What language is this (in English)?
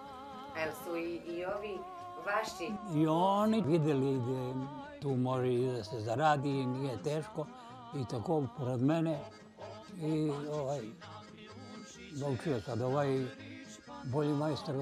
Serbian